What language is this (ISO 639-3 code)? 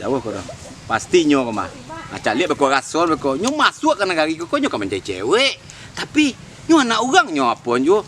min